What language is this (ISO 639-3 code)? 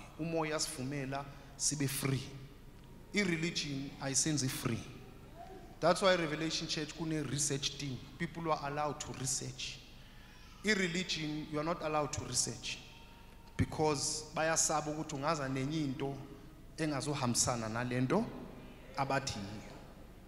zul